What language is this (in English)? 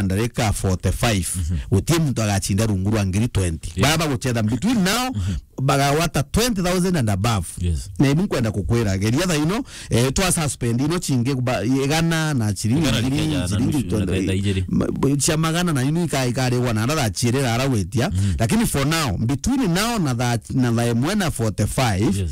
Meru